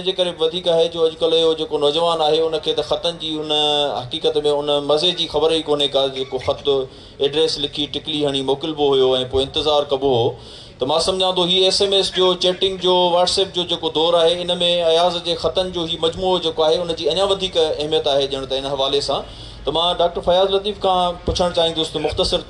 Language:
Sindhi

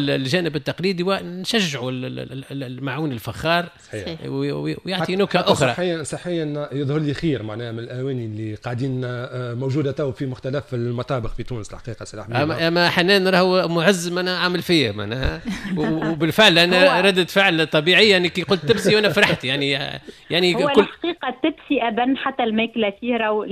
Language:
Tunisian Arabic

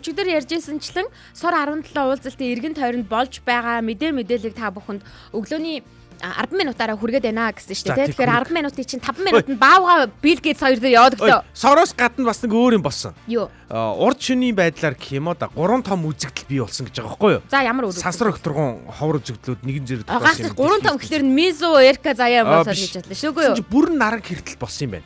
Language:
Mongolian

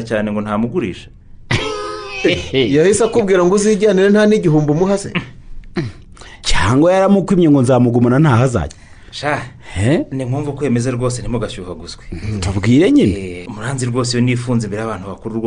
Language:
Kinyarwanda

